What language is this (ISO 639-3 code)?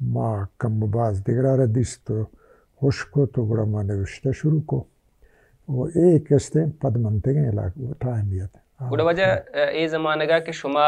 bal